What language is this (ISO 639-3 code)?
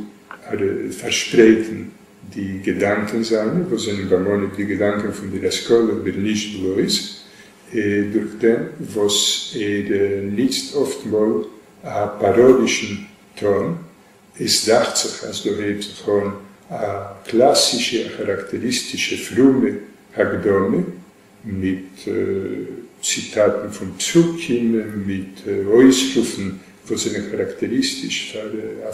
yid